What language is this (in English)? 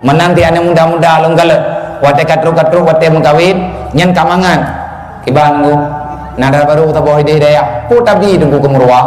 Achinese